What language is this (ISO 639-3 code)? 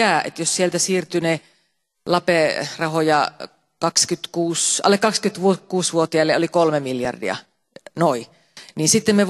fin